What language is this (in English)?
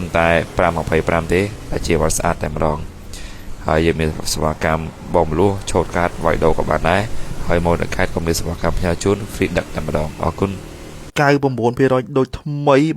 Khmer